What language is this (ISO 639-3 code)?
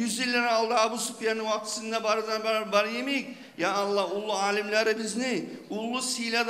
kum